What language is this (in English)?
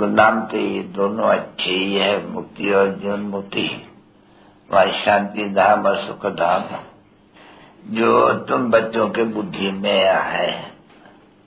Hindi